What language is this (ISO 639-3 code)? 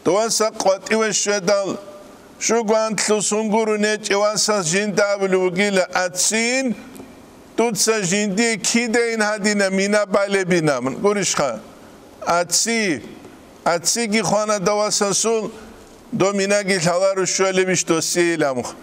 ava